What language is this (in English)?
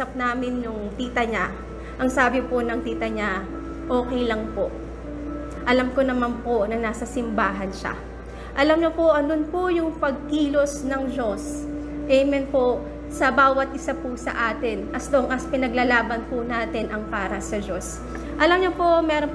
Filipino